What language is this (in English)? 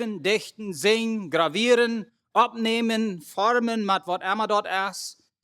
Plautdietsch